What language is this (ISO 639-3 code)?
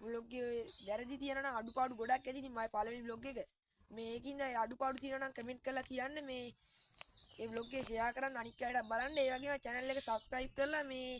sin